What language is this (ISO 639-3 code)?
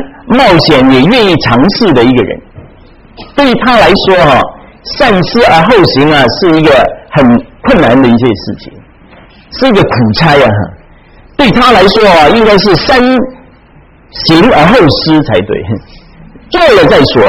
zho